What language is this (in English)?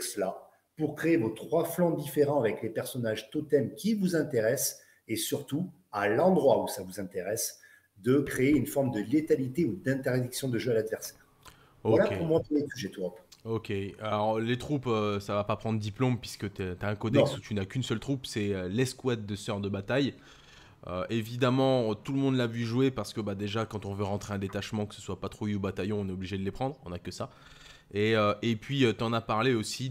French